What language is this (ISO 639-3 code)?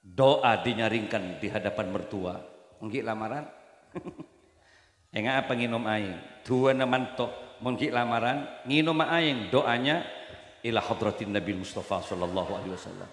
mad